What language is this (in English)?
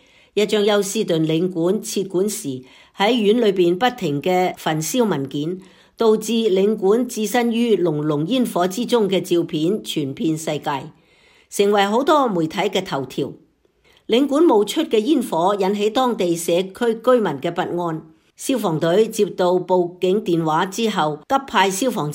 Cantonese